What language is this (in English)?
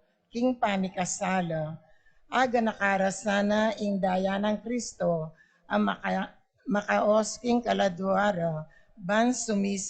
Pampanga